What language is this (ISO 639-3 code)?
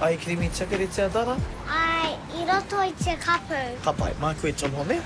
mri